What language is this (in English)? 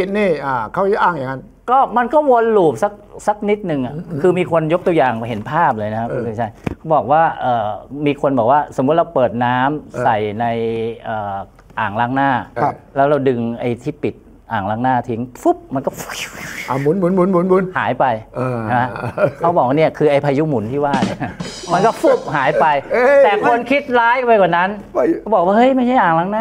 Thai